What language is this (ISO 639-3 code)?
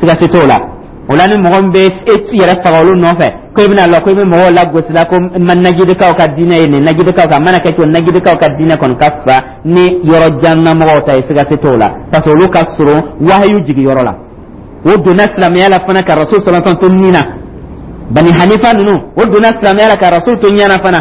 dyu